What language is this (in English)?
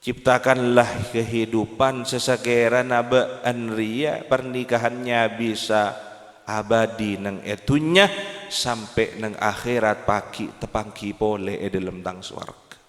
Madurese